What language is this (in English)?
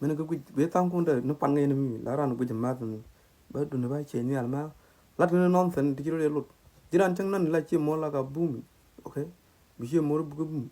Nuer